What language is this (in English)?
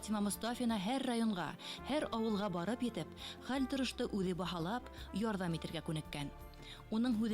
Bashkir